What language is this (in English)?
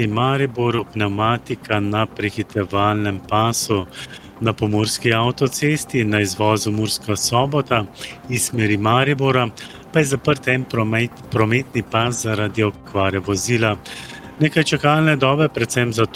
Slovenian